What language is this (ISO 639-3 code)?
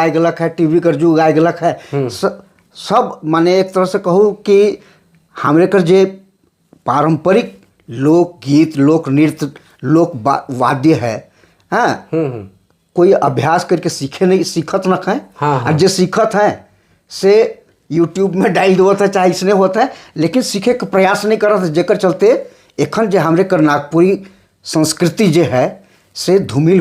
sck